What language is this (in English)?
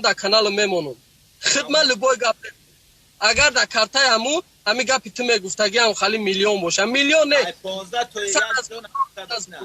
Tajik